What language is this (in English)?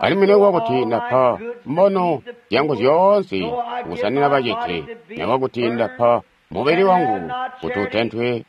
Tonga (Zambia)